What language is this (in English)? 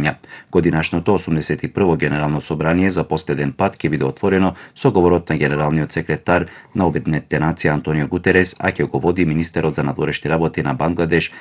Macedonian